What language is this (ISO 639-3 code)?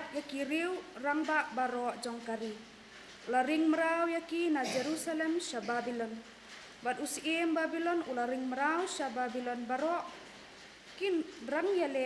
kha